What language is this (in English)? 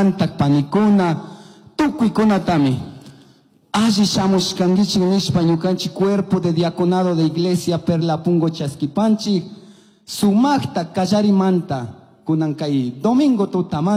Chimborazo Highland Quichua